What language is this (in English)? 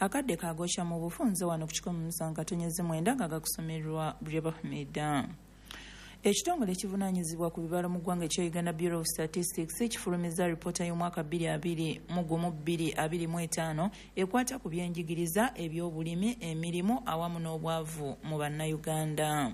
Ganda